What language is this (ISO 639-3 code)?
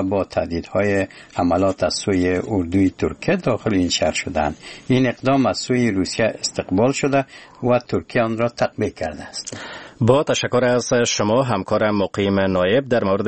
fas